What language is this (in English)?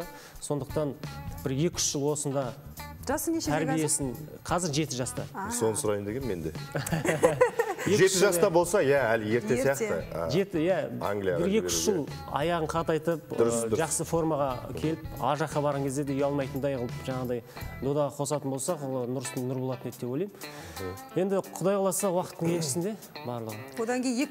Kazakh